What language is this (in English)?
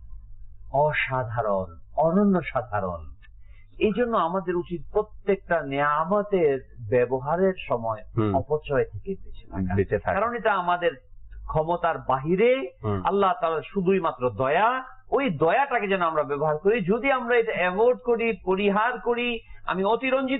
Bangla